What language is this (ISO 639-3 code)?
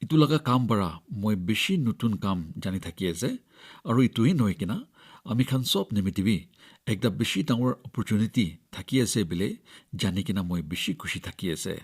nag